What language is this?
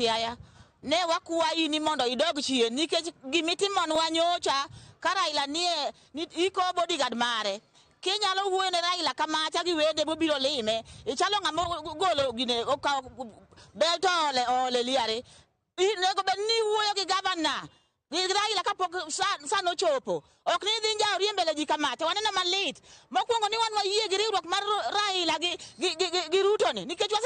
Luo (Kenya and Tanzania)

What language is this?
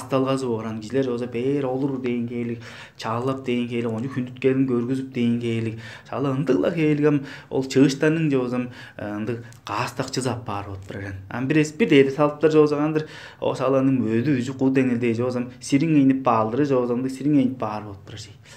Tuvinian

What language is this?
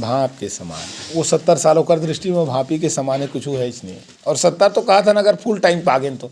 Chhattisgarhi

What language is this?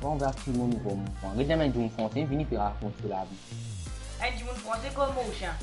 Morisyen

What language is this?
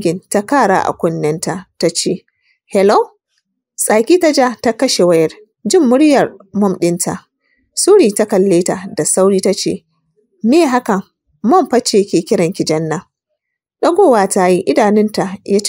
Hausa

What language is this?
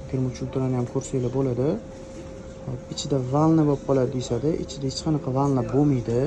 Uzbek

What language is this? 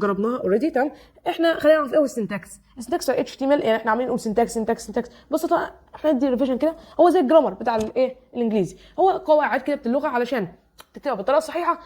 Egyptian Arabic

